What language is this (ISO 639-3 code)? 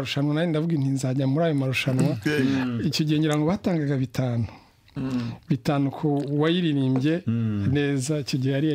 kin